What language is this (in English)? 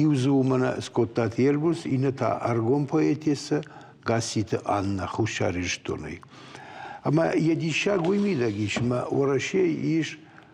Ossetic